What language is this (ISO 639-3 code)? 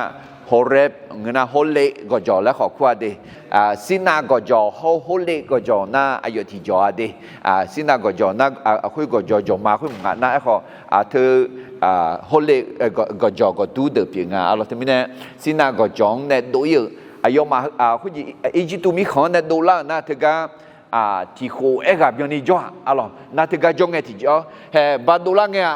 ahk